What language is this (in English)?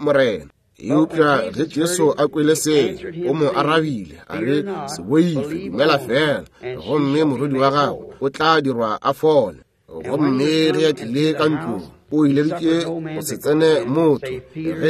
Northern Sotho